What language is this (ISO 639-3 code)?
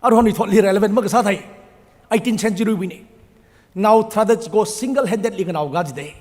nmf